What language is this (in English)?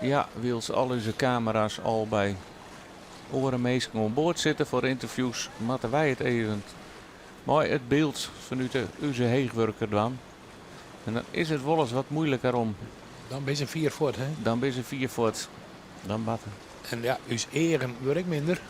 Western Frisian